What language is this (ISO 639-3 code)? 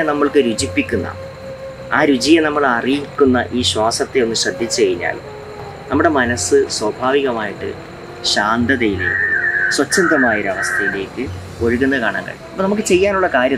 mal